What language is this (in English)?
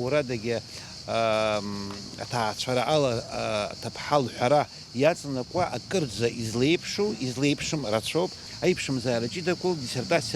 Abkhazian